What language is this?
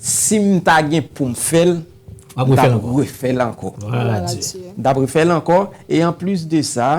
Haitian Creole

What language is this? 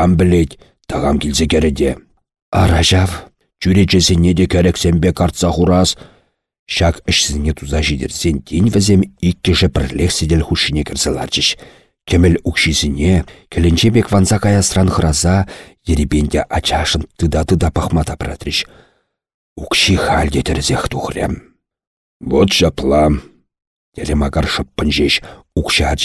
Chuvash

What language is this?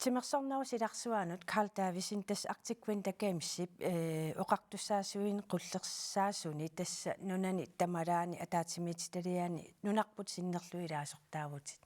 Kalaallisut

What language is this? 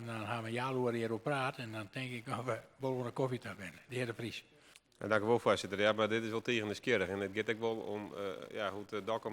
Western Frisian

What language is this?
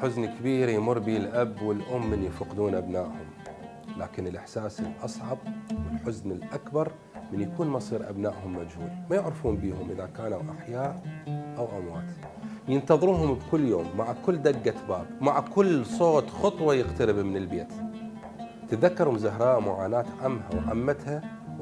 Mesopotamian Arabic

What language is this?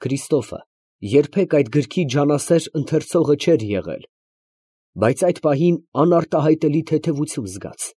Armenian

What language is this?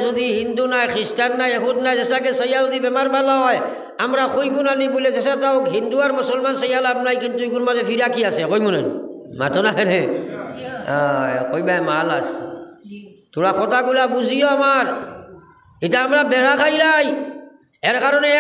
Sylheti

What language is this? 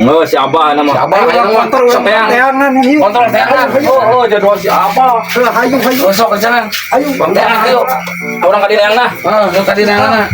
Sundanese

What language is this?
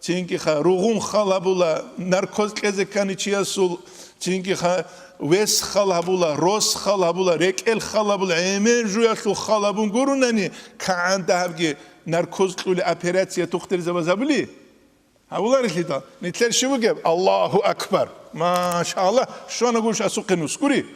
Avaric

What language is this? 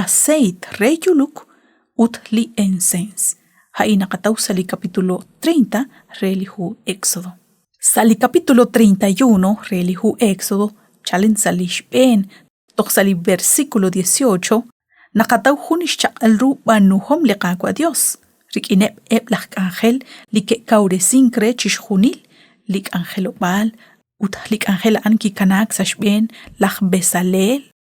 Kekchí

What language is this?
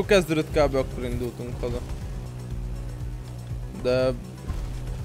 Hungarian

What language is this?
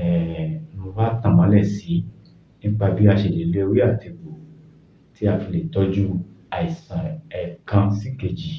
Yoruba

